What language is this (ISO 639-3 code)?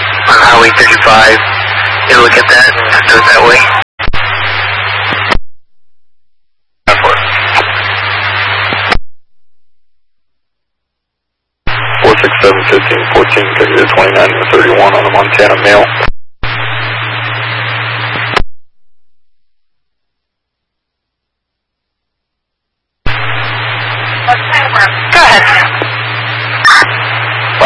eng